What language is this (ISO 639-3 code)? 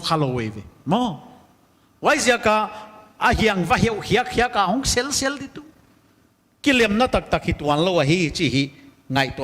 pck